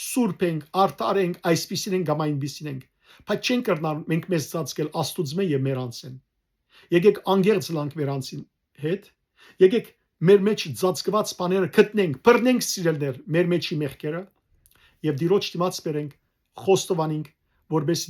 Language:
Western Armenian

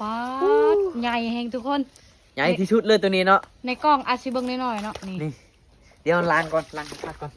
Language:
Lao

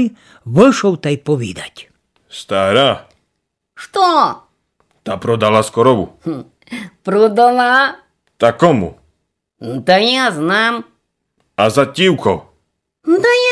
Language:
Rusyn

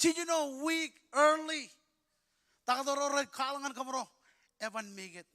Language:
Marshallese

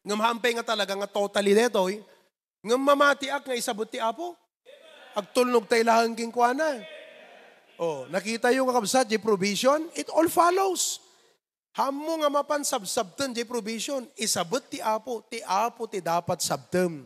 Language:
Iloko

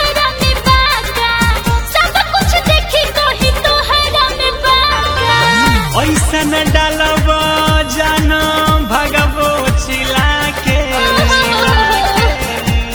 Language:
Bhojpuri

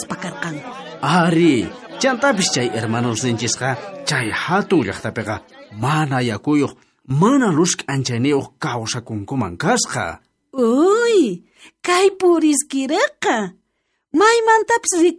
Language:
South Bolivian Quechua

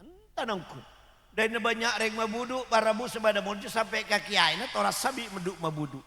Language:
Madurese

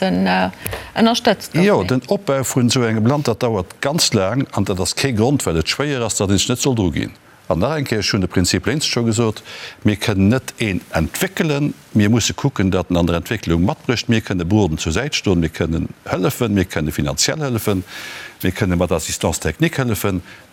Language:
Luxembourgish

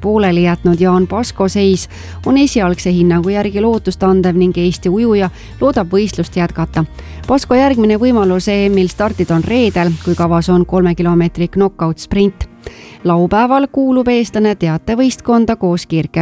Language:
Estonian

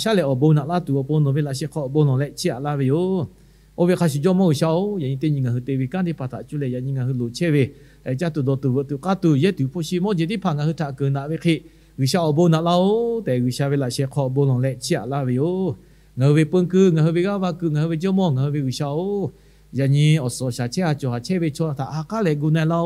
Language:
Lahu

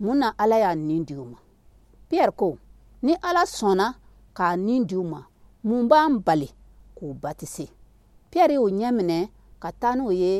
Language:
Dyula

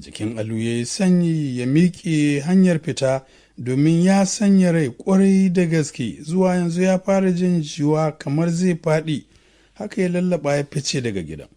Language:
Hausa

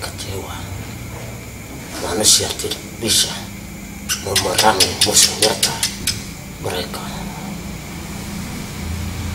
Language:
Indonesian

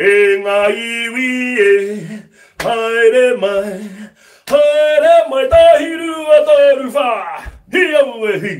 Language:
Māori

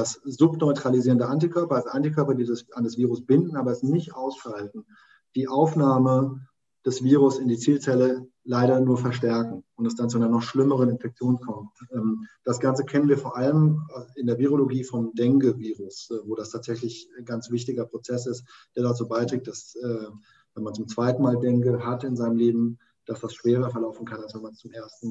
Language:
German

